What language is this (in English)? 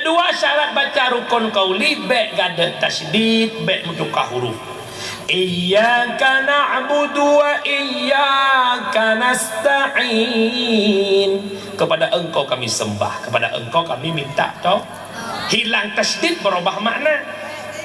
Achinese